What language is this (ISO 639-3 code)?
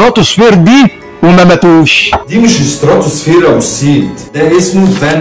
arz